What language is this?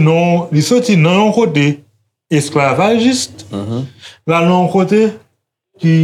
Haitian Creole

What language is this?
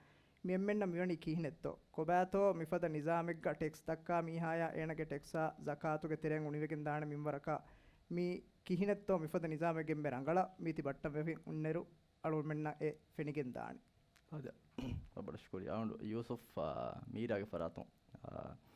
Divehi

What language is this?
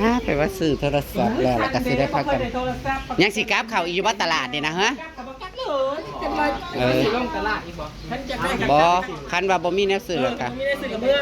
Northeastern Thai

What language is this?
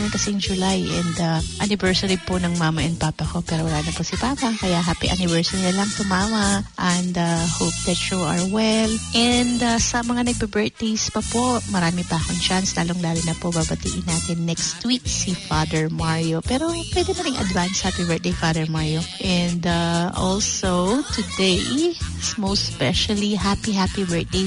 Filipino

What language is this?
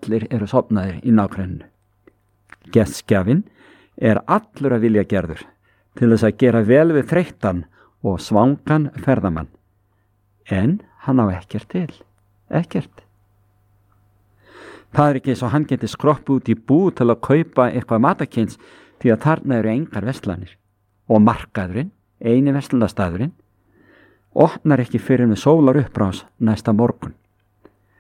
Icelandic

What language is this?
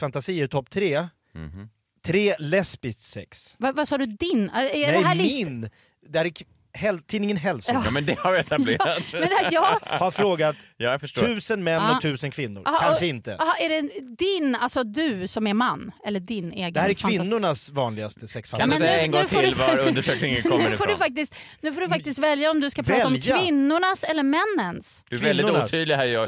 Swedish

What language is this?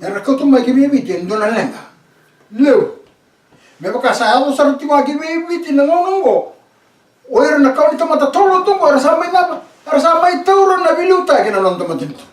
Fijian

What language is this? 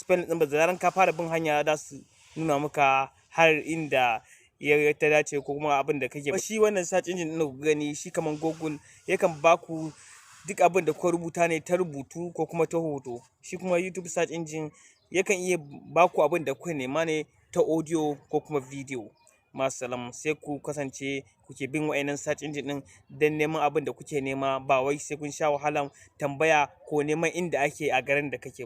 Hausa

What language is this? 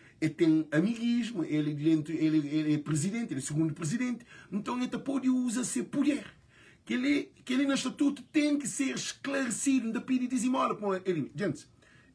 Kabuverdianu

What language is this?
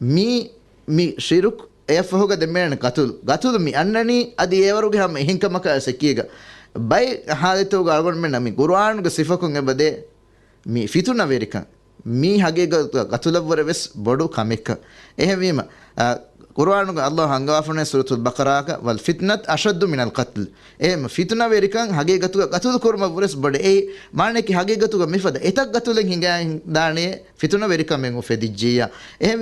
Divehi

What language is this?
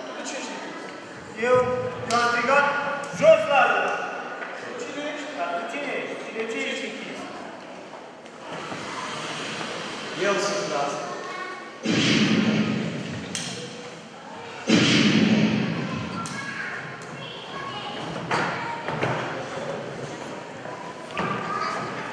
Romanian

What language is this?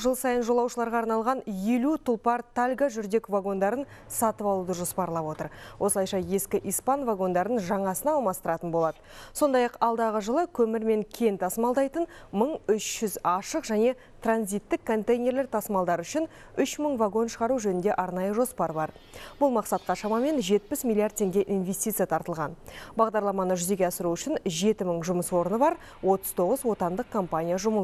Kazakh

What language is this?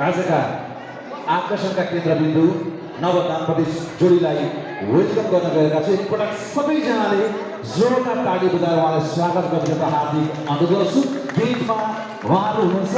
Nepali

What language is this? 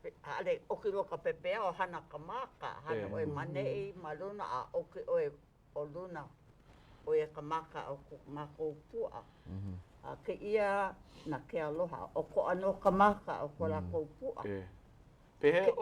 Hawaiian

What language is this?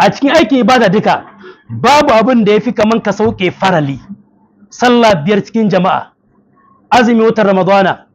Hausa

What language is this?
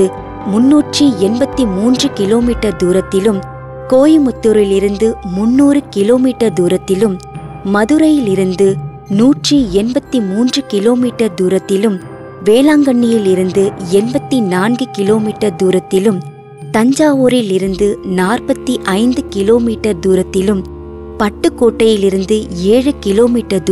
Tamil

